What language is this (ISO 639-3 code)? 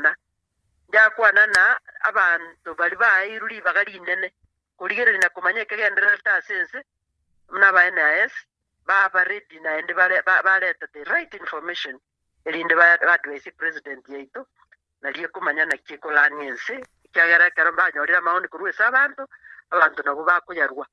guz